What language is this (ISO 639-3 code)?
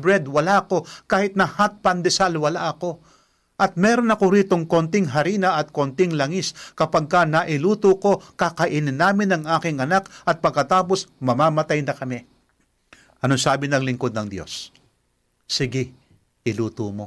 fil